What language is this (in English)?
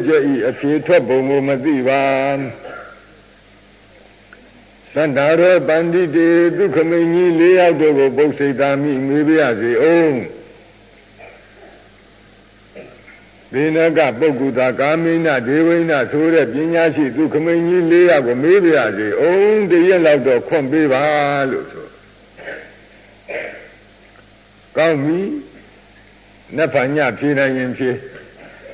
Burmese